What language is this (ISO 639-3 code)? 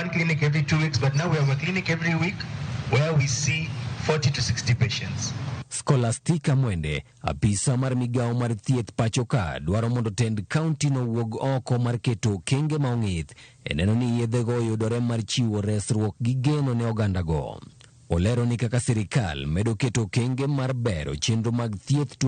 luo